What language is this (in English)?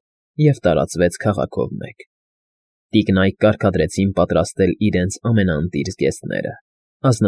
Armenian